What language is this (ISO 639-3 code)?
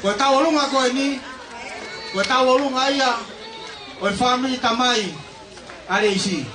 ton